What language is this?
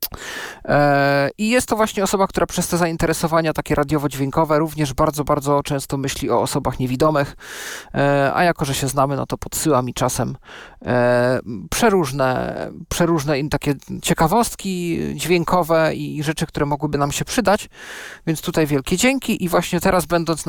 Polish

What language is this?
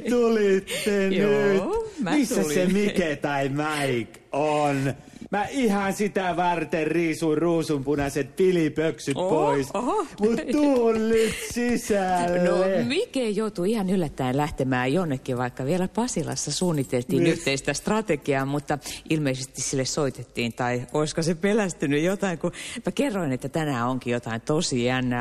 Finnish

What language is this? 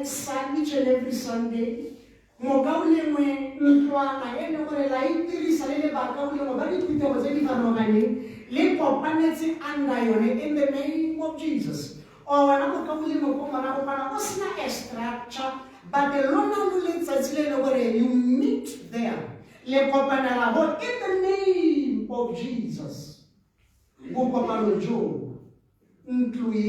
Tswana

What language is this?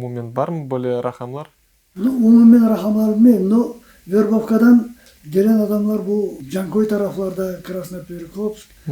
Crimean Tatar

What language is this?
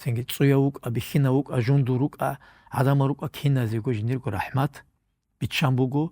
Avaric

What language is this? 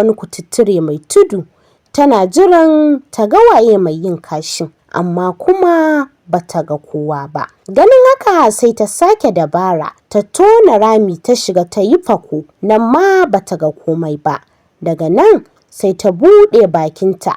Hausa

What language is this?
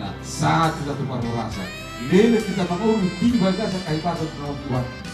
Batak Toba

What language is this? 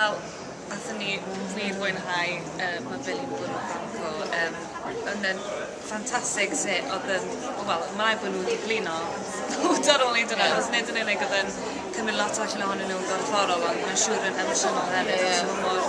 Welsh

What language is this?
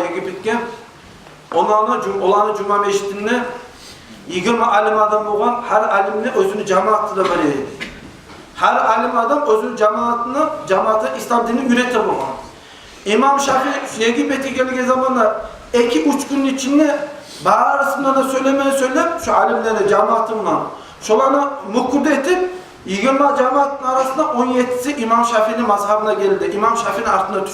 Kumyk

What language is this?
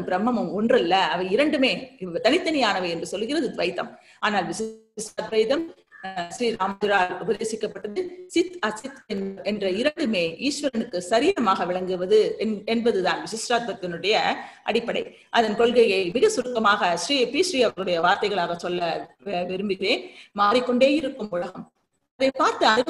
Tamil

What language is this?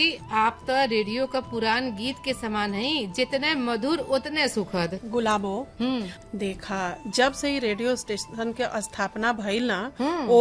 Bhojpuri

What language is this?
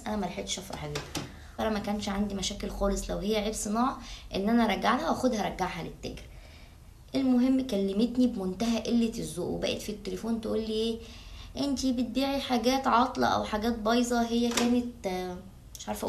Egyptian Arabic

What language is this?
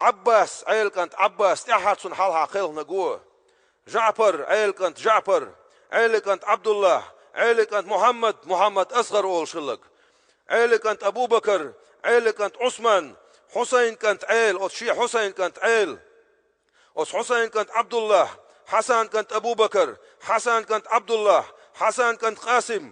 Chechen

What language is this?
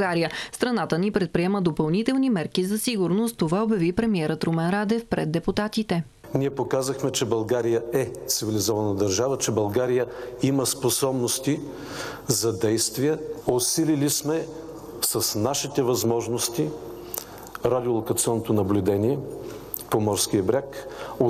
Bulgarian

